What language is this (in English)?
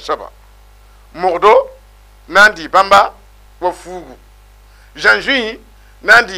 Mossi